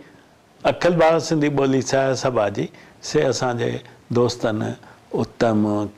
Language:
Sindhi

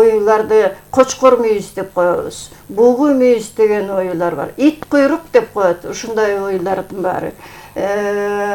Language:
Kyrgyz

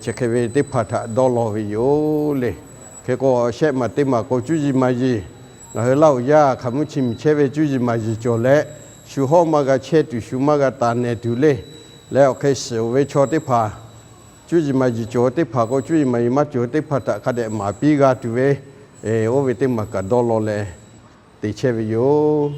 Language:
Lahu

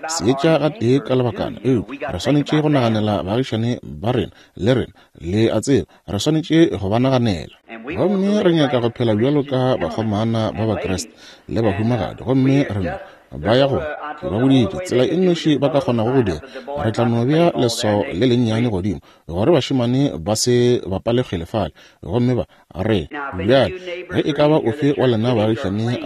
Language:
Northern Sotho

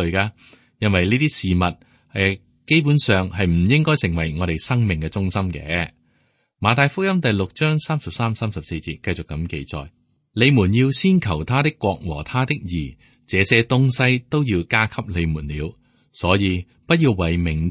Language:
Cantonese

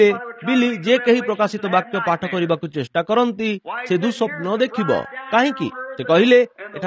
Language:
Odia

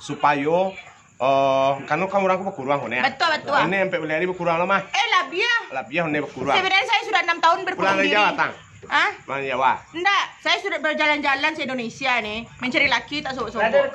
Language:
Minangkabau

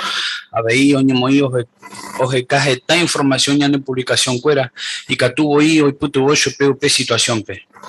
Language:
Guarani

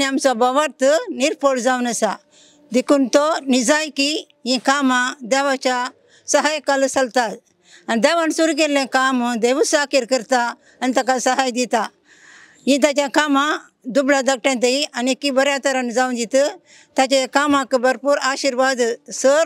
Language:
Konkani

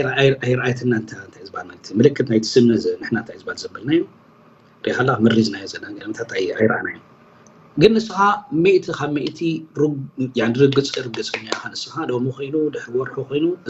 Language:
Tigrinya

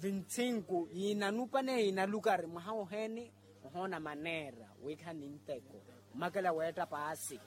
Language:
Makhuwa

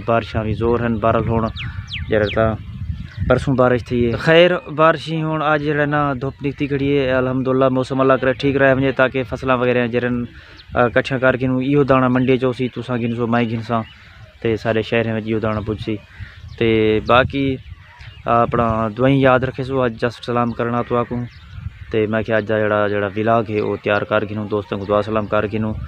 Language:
Saraiki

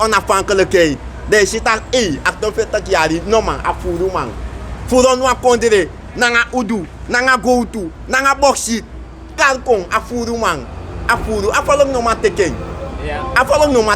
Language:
Sranan Tongo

